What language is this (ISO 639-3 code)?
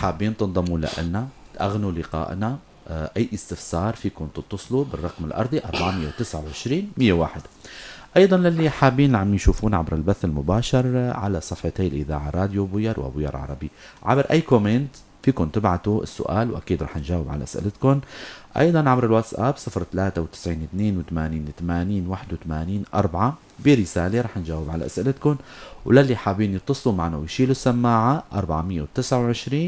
apc